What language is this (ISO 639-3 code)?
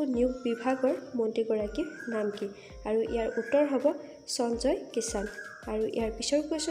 asm